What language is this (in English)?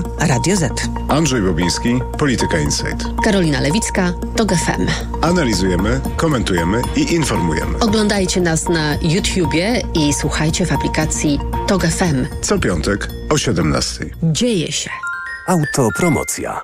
Polish